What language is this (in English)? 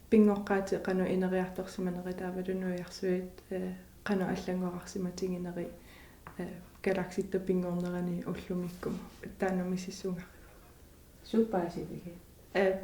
Kalaallisut